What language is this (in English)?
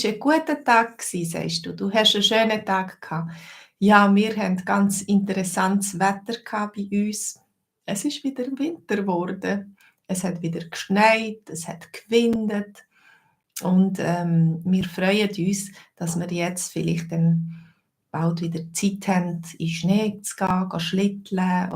Swiss German